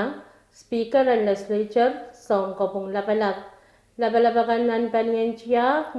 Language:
Pohnpeian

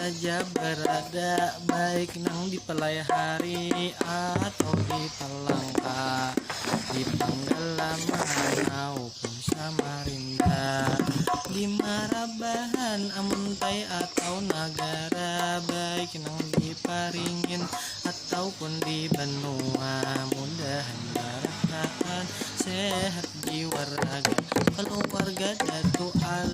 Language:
Banjar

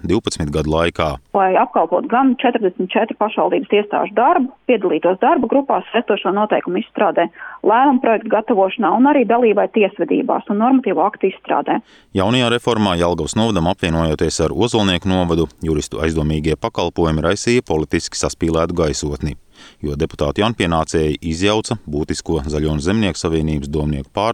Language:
Latvian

